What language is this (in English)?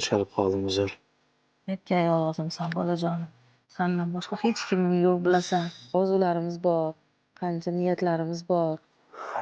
Uzbek